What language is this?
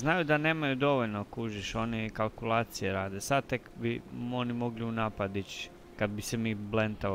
Croatian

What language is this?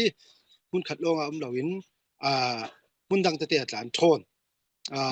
Falam Chin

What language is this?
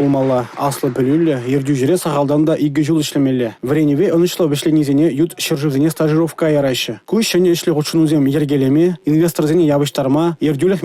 Chuvash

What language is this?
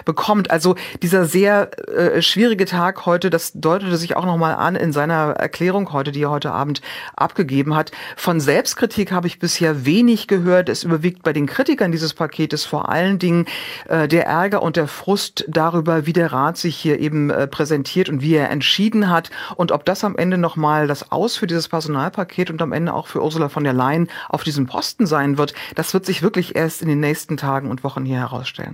German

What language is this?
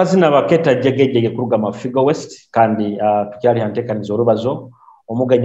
Nyoro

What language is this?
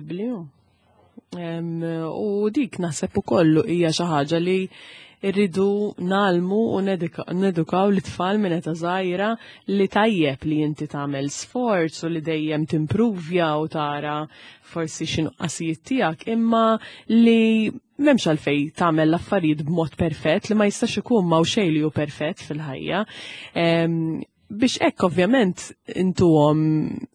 Maltese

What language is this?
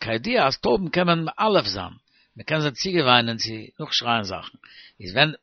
Yiddish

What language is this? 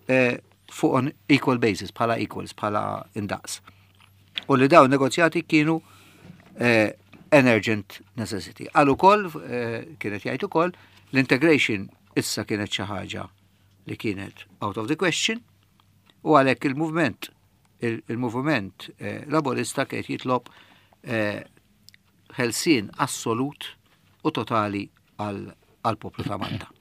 Maltese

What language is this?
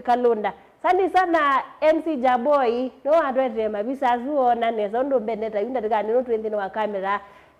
Kamba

